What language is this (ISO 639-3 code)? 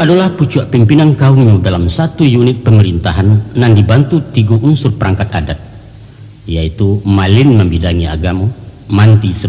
min